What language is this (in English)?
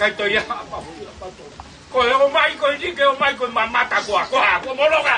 Tongan